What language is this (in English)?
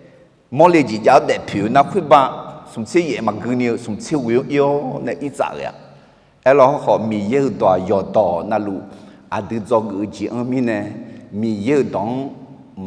Akha